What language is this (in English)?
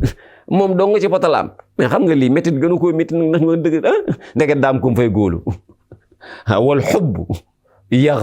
Wolof